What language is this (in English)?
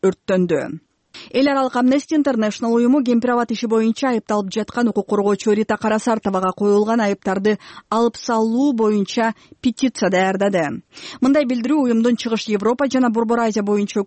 Kyrgyz